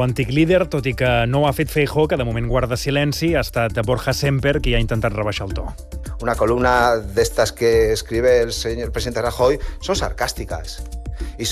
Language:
Catalan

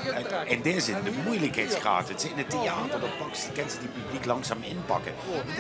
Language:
Limburgish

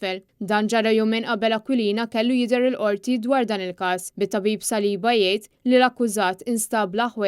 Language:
Maltese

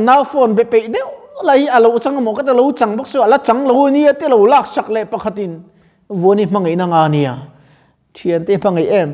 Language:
Mizo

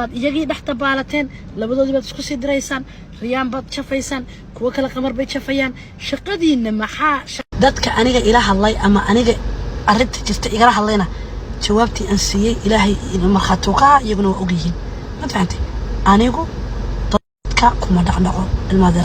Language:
Somali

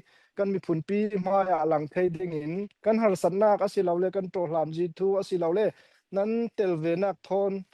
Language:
Falam Chin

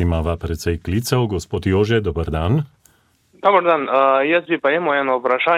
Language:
Slovenian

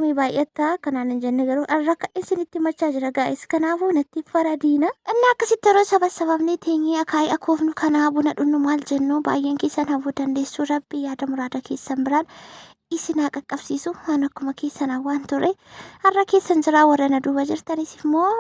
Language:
Oromo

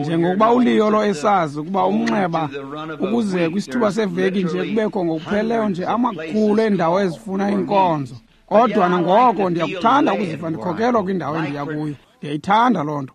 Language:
Xhosa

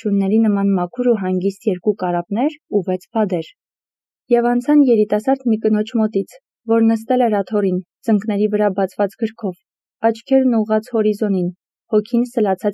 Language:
Armenian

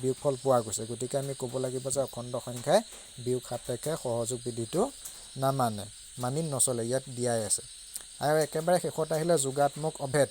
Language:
Assamese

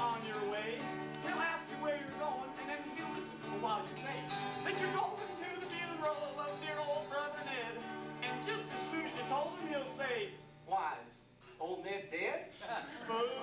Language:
English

